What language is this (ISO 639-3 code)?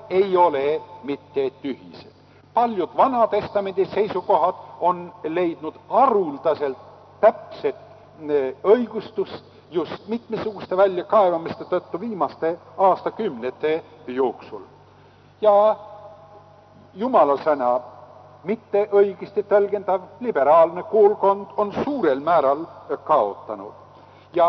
est